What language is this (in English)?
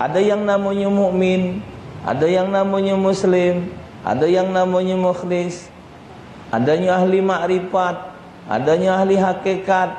Musi